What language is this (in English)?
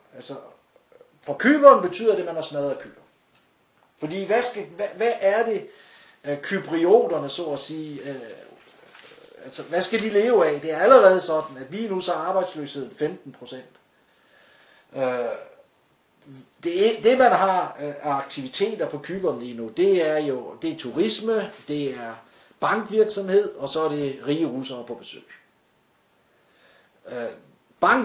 Danish